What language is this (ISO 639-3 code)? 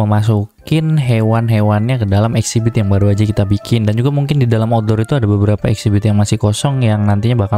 ind